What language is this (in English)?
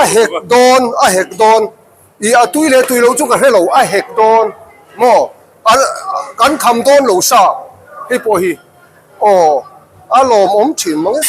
Mizo